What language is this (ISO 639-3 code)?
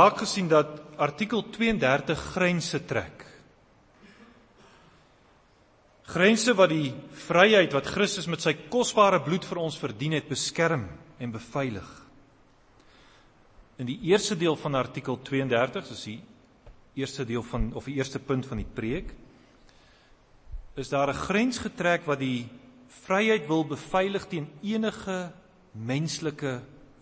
afr